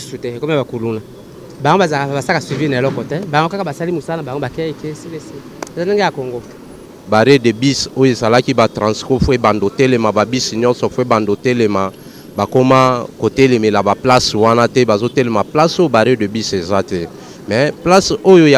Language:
Lingala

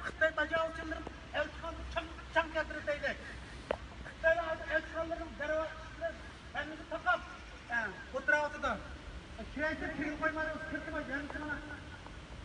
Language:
Uyghur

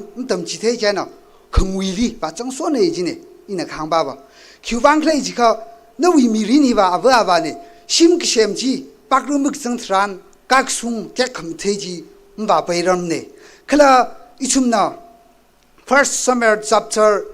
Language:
Tangkhul Naga (India)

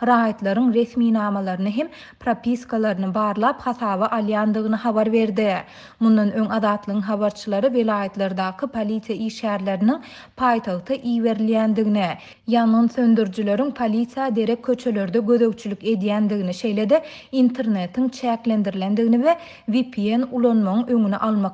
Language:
Turkmen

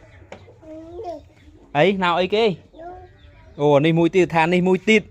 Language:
Khmer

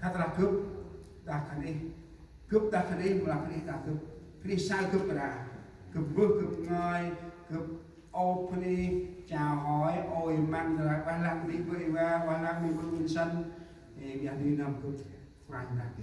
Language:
Central Mnong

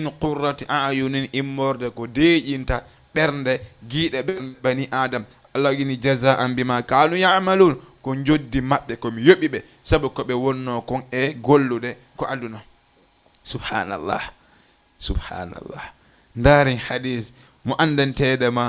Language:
Fula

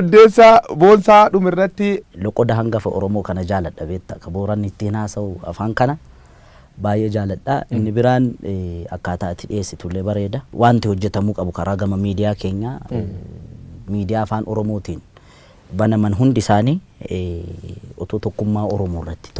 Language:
Oromo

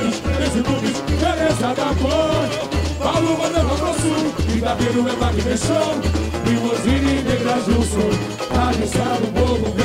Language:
Portuguese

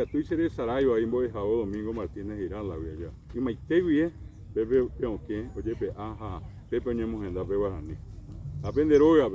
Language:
Guarani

